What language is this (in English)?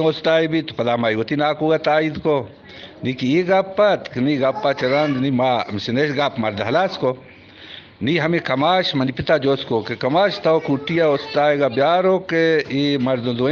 Eastern Balochi